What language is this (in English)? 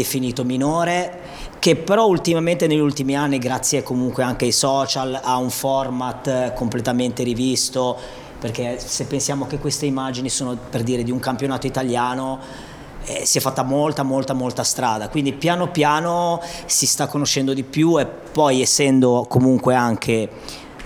Italian